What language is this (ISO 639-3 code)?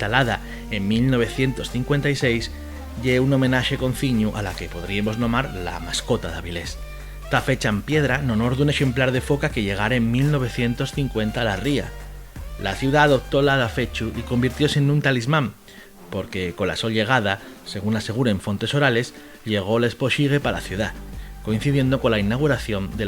ast